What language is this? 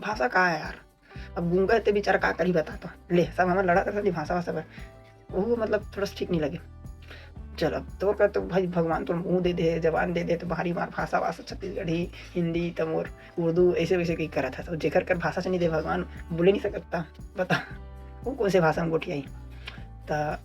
Chhattisgarhi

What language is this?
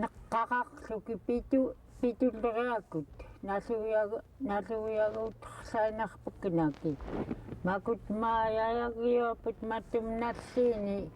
Central Yupik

